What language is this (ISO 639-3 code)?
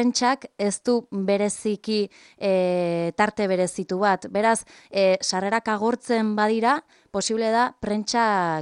eus